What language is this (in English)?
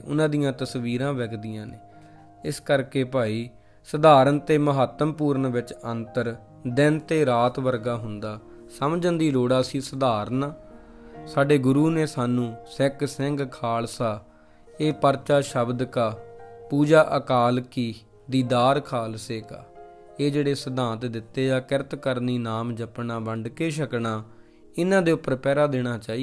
Punjabi